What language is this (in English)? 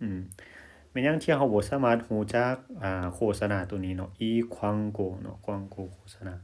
Lao